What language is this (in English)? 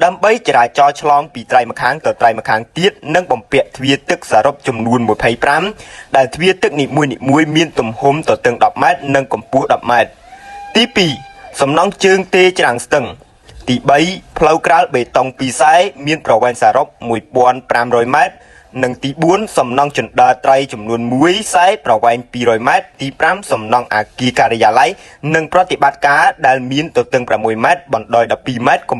Khmer